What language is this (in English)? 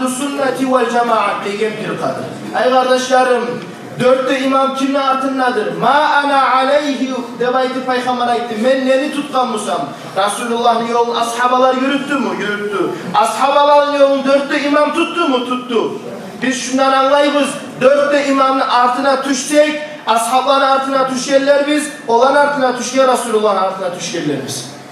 Kumyk